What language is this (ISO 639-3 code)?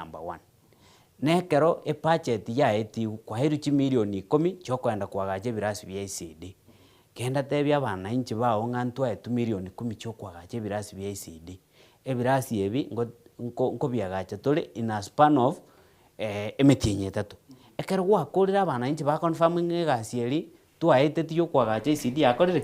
guz